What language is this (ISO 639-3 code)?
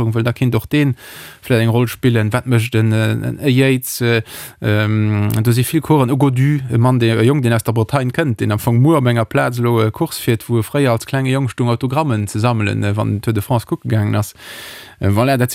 ltz